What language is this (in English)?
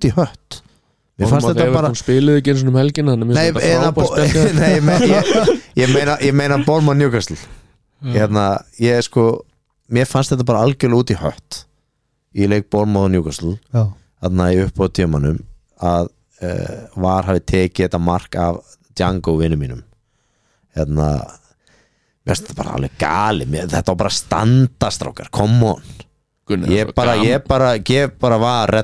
Icelandic